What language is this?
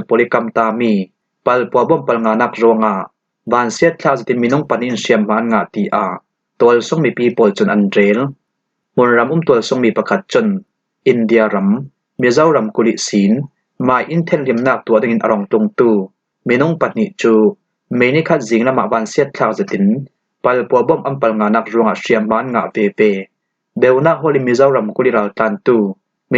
Falam Chin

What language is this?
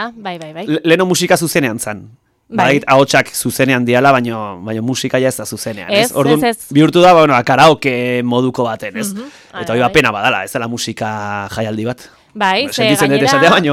Basque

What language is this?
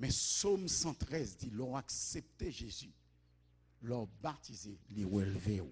Haitian Creole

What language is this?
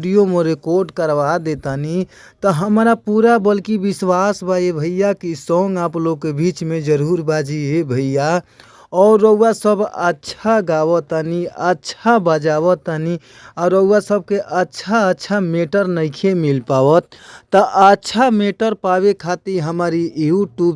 Bhojpuri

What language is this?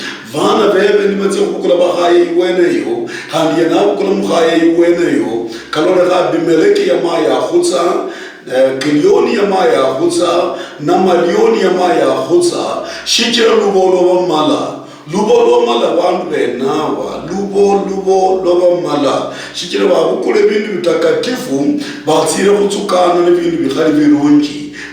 Luyia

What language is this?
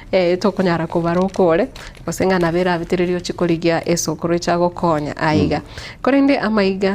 Gusii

